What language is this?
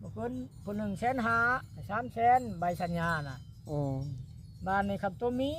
Northeastern Thai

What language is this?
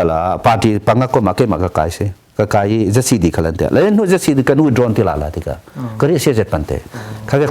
Hakha Chin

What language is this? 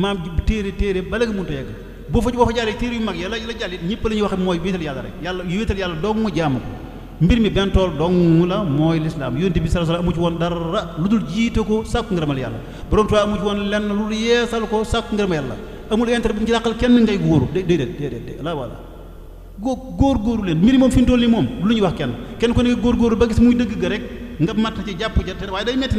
Wolof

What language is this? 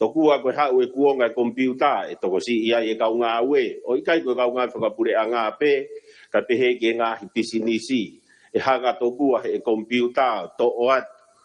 Tongan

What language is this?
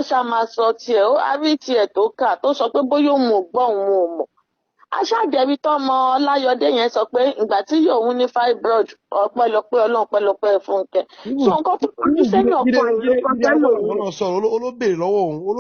Yoruba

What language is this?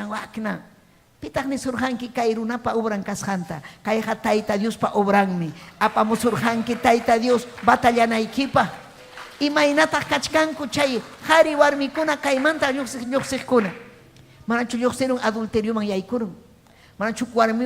Ayacucho Quechua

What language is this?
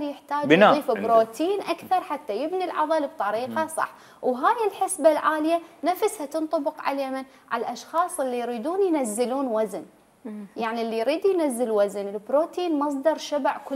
Mesopotamian Arabic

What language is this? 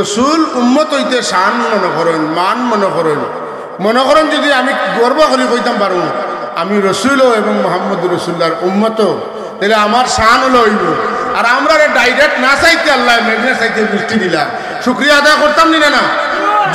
Sylheti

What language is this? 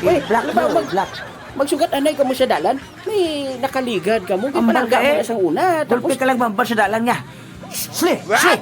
Hiligaynon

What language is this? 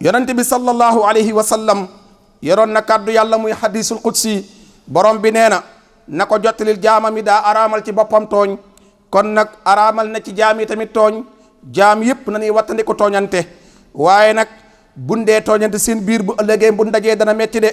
Wolof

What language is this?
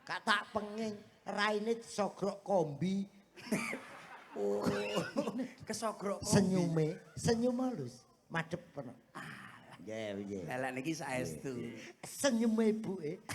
Javanese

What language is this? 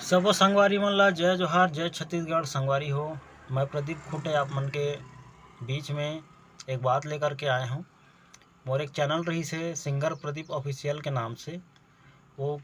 Chhattisgarhi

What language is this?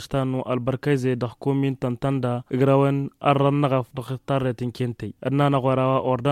Tamasheq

